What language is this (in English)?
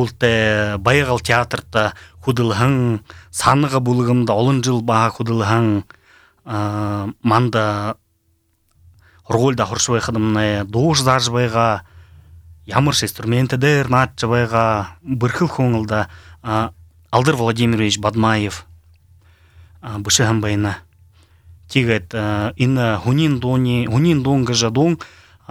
Buriat